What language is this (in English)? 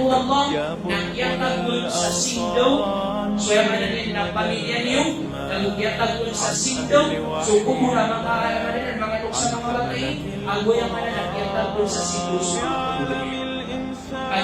Maranao